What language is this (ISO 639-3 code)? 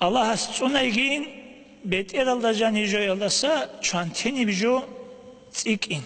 ava